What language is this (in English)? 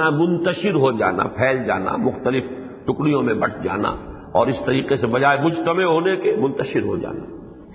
Urdu